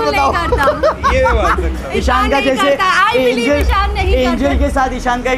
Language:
Hindi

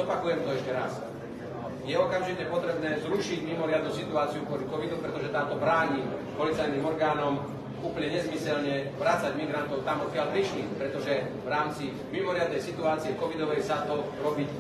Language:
Slovak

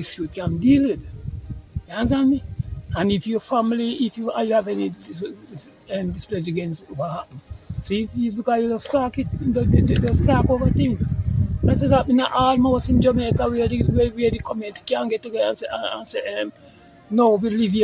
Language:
Jamaican Creole English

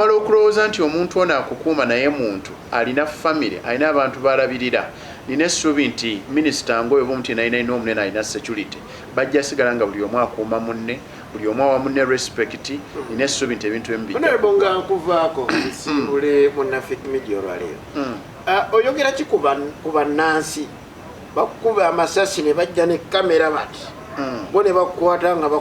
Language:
Ganda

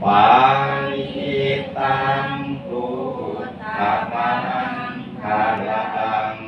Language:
Pali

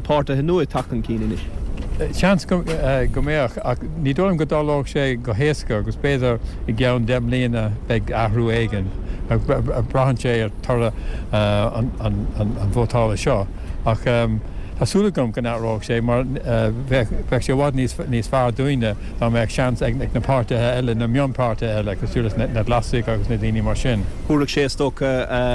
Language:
Irish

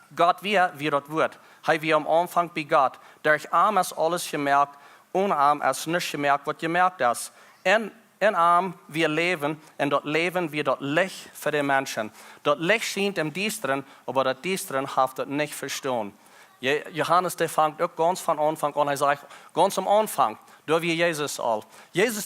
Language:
Plautdietsch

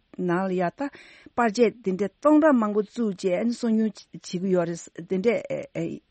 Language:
Tibetan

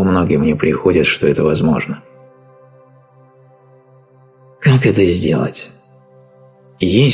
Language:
Russian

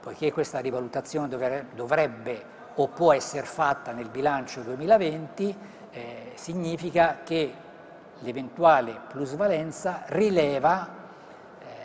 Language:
Italian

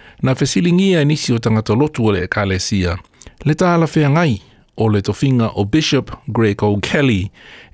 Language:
Samoan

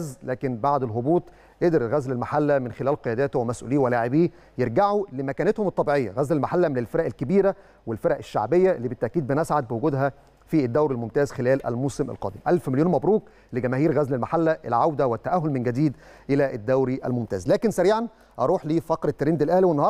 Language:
Egyptian Arabic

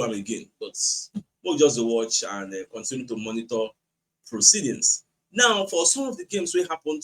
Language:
Nigerian Pidgin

